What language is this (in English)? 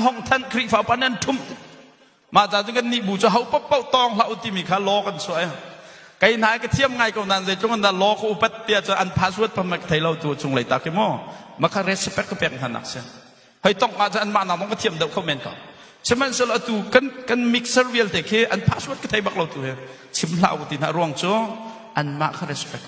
Hakha Chin